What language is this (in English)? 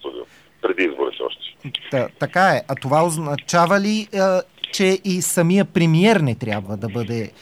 Bulgarian